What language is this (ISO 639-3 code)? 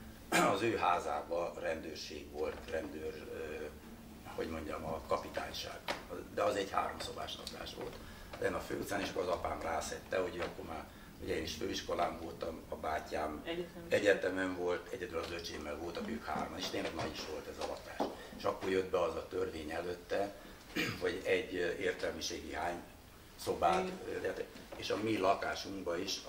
hun